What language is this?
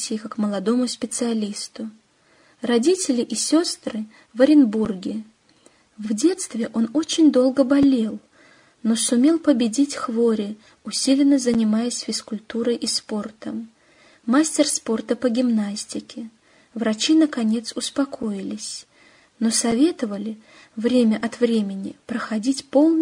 Russian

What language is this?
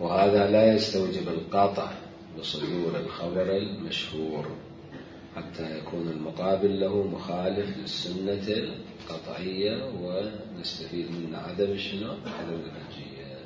Mesopotamian Arabic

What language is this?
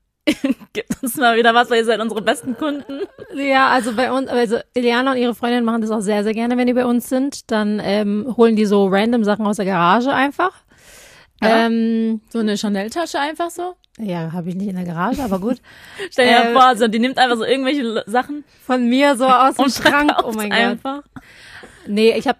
German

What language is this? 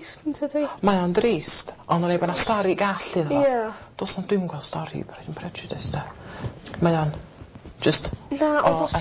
Welsh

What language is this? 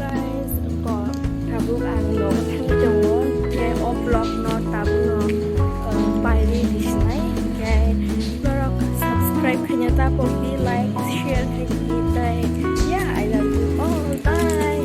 Kok Borok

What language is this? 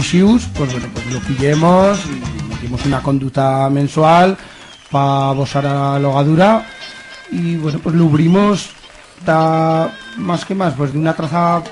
Aragonese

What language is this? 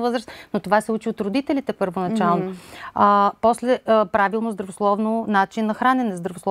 Bulgarian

